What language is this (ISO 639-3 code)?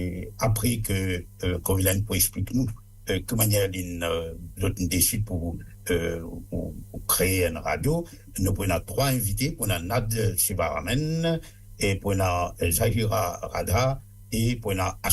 mfe